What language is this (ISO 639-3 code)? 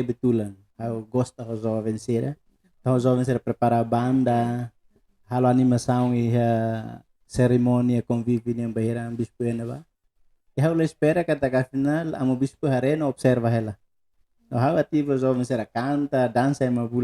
tet